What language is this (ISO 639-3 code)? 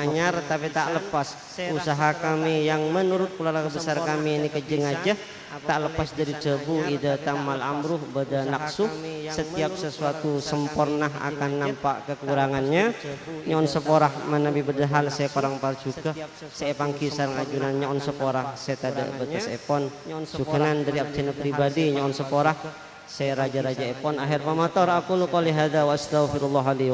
mad